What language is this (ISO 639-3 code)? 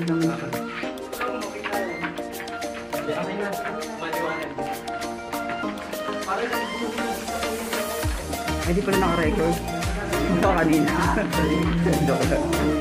fil